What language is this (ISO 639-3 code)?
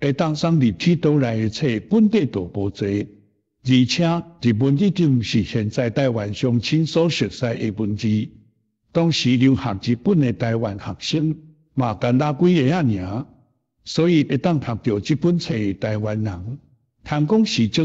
nan